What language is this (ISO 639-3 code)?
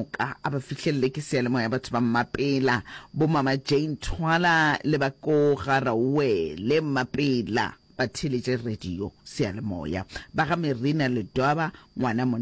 nso